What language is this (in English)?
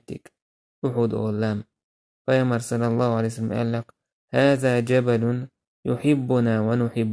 Chechen